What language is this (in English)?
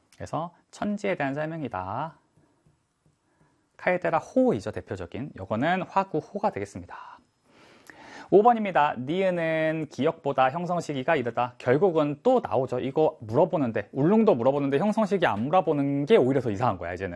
Korean